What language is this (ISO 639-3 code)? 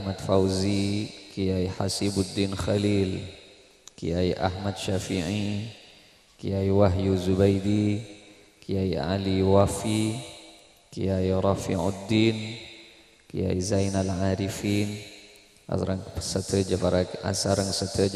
mad